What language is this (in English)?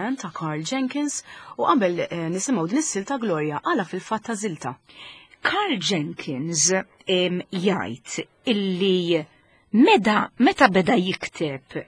Maltese